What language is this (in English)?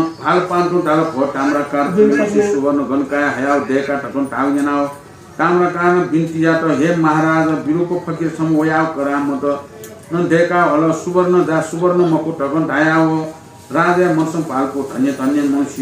Newari